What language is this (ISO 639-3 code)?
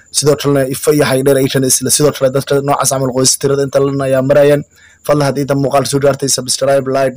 som